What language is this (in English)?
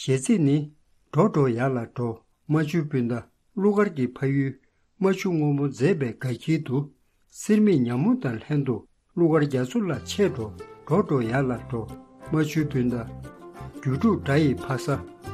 Tibetan